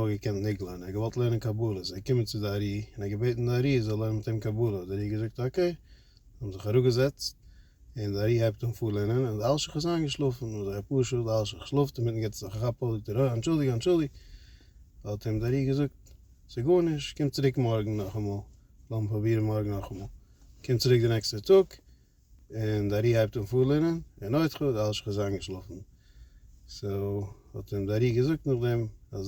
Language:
Yiddish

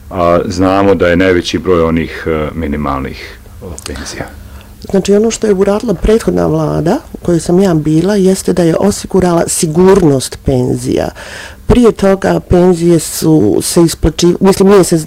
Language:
Bosnian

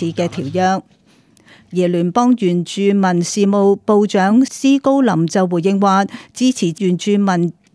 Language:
Cantonese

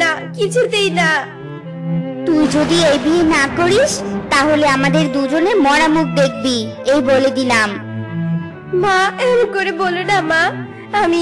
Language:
Bangla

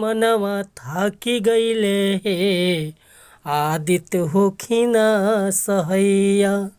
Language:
Bhojpuri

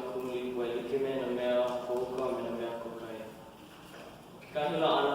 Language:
Hawaiian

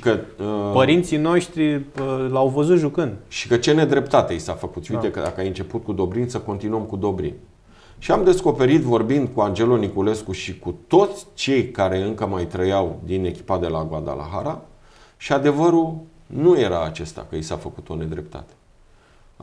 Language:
Romanian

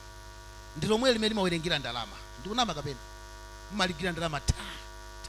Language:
Nyanja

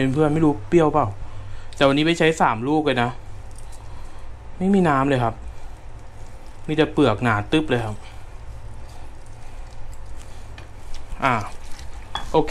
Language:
Thai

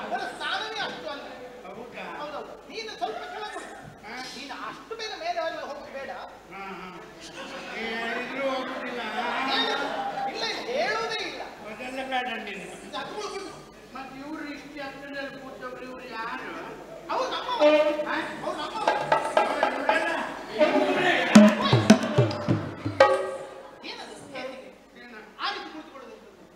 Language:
Kannada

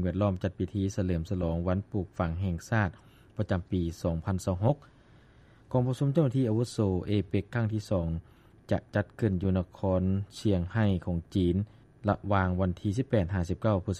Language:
Lao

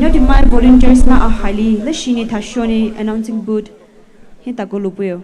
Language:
Poumei Naga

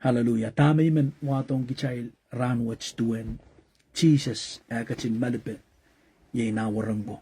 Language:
Pohnpeian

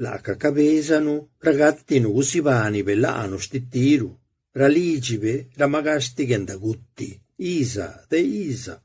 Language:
Zapotec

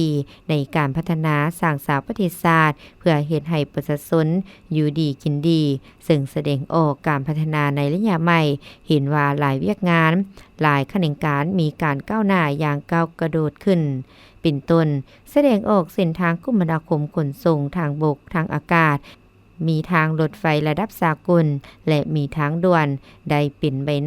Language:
Lao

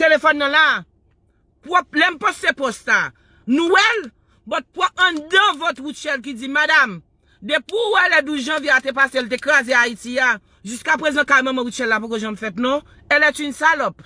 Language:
Haitian Creole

